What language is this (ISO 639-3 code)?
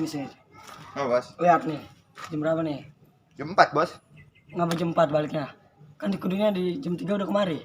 bew